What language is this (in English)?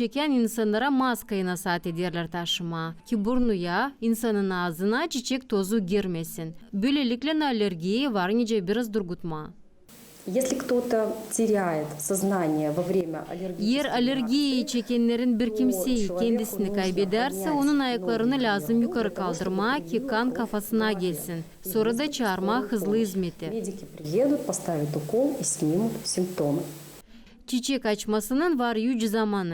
Gagauz